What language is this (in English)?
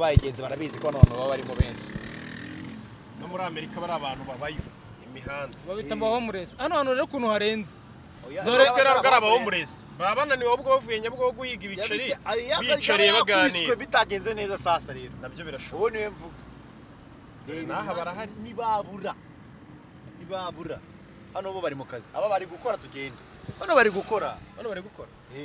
Kinyarwanda